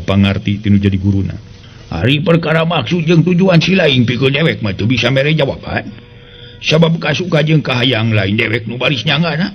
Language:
Sundanese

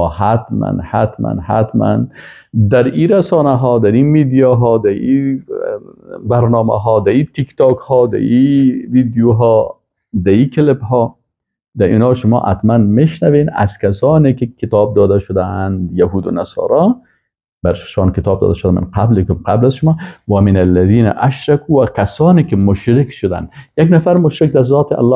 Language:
Persian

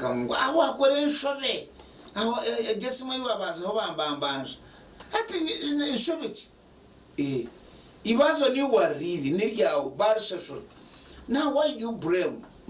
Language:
Nyankole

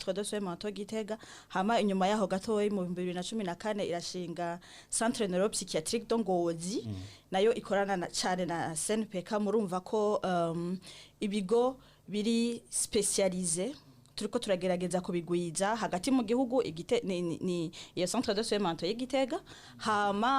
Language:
Rundi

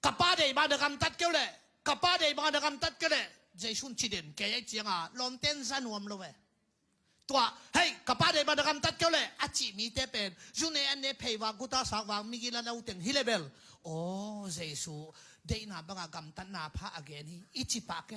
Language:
Tedim Chin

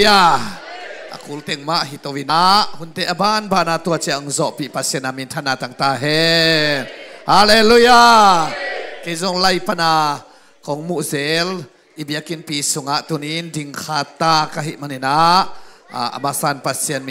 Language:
Tedim Chin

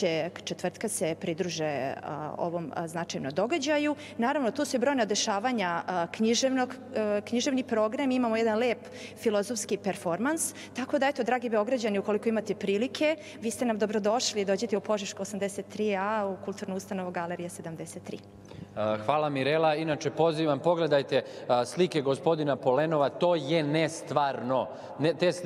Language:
Serbian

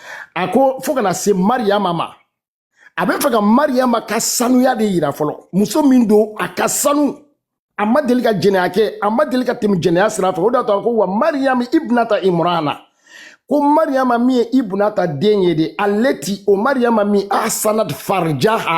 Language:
Bambara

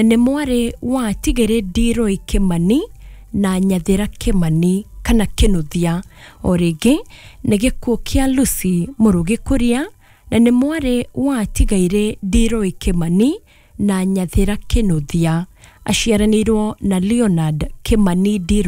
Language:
Kikuyu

